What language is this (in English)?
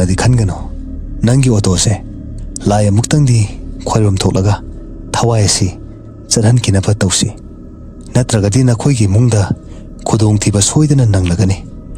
Manipuri